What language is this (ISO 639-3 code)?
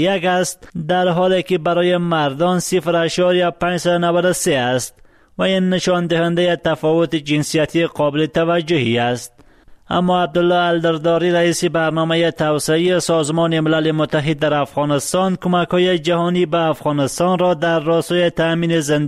fas